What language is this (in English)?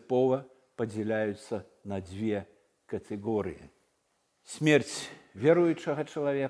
Belarusian